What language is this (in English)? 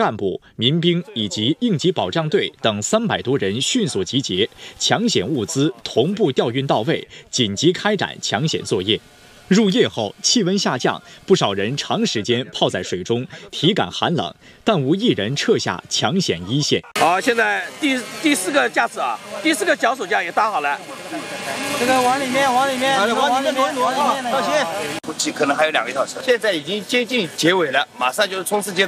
Chinese